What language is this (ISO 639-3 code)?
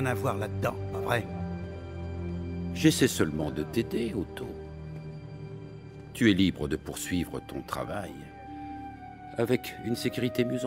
fra